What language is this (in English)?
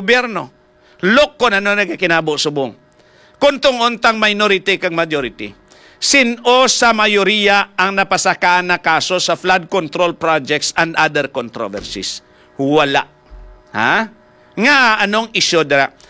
Hiligaynon